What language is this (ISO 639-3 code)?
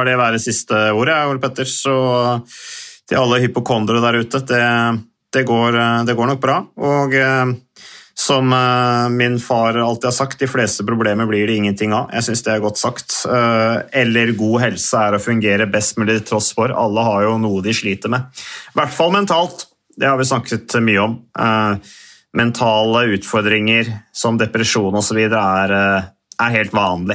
nor